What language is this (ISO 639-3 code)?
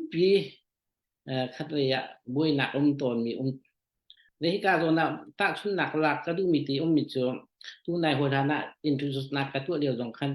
cnh